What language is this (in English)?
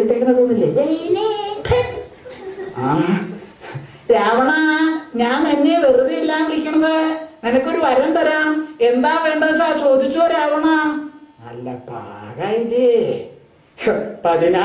Malayalam